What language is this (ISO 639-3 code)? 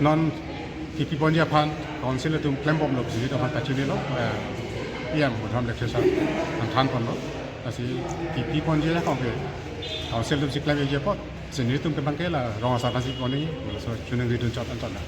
mjw